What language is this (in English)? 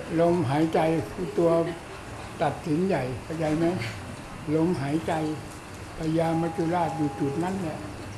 Thai